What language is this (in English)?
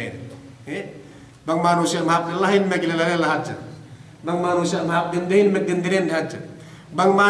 Yakan